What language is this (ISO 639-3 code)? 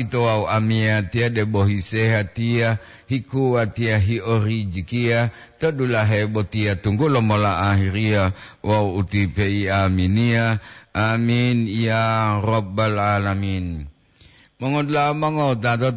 gor